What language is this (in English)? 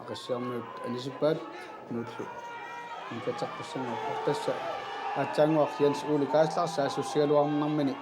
Kalaallisut